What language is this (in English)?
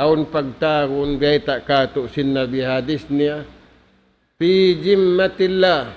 Tausug